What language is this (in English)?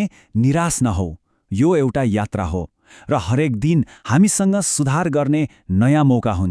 Nepali